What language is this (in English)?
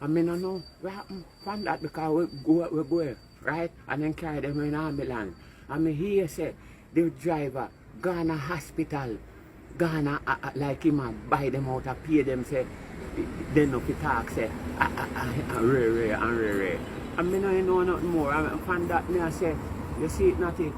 Jamaican Creole English